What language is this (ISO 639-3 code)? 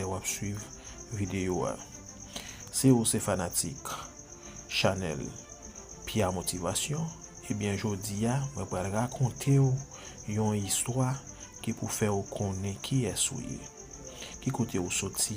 hat